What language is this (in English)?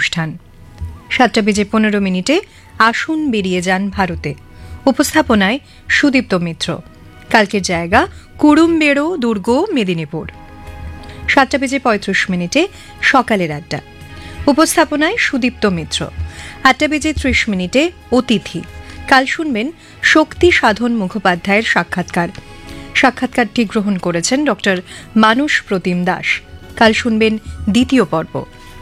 Bangla